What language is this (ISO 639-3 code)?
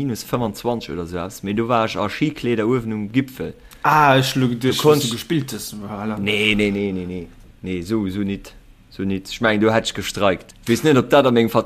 ltz